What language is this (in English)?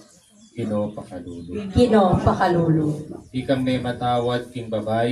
Pampanga